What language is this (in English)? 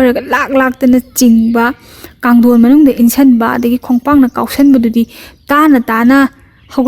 Manipuri